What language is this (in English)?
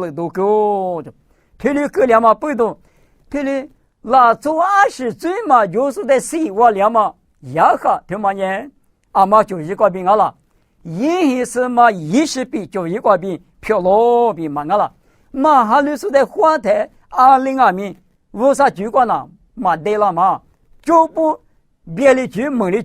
Lisu